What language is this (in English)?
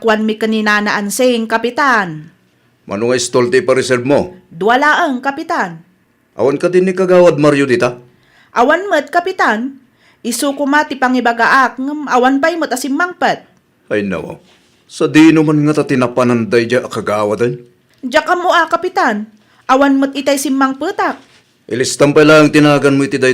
Iloko